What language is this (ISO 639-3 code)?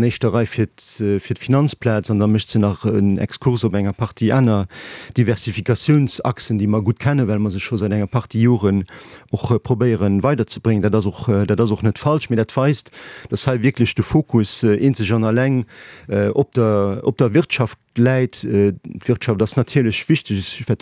ltz